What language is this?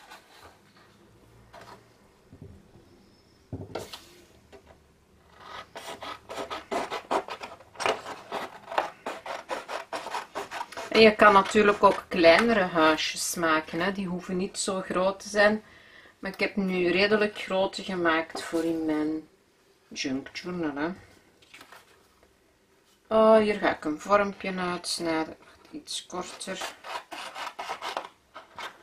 Dutch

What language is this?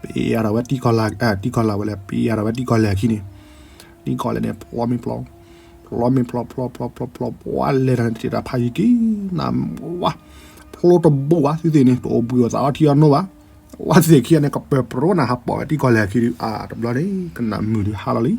S'gaw Karen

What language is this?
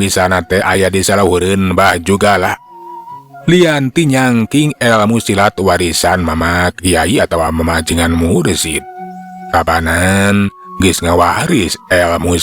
Sundanese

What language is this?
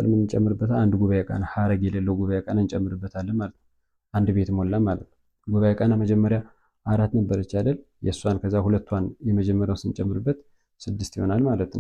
Amharic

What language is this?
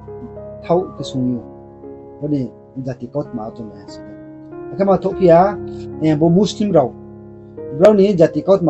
Riang (India)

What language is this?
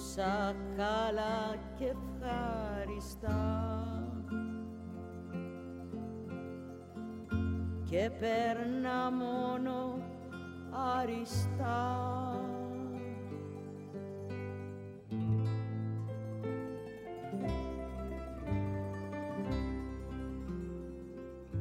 Greek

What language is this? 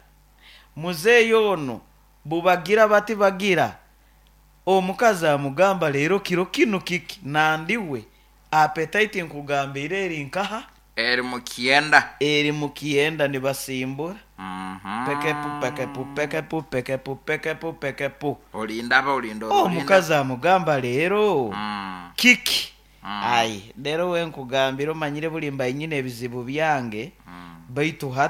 Nyoro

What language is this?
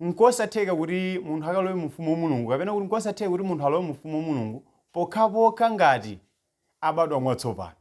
Nyanja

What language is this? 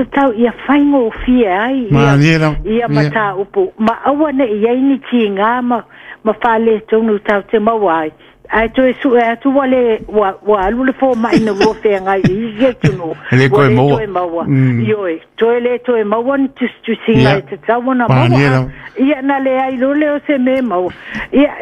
Samoan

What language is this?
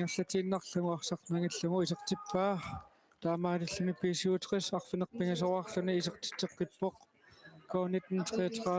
Kalaallisut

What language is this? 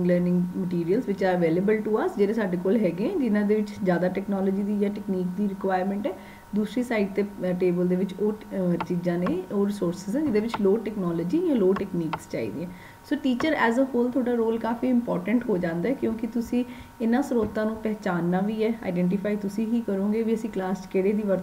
Punjabi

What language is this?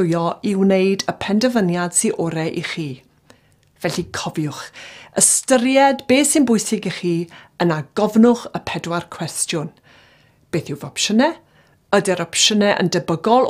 Welsh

